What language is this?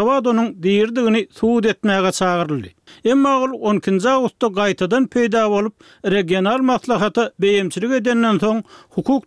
Turkmen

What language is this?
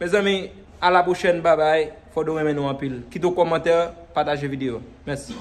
Haitian Creole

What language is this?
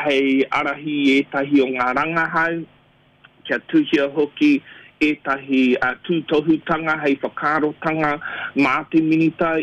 Māori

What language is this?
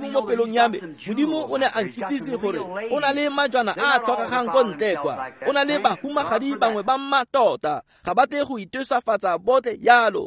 Tswana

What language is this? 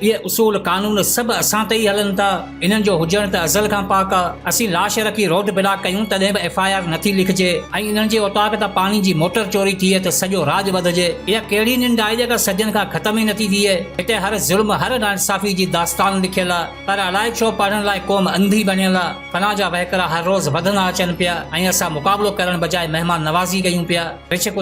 Sindhi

